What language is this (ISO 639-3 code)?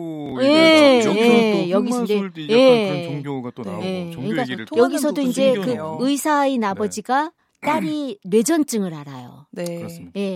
kor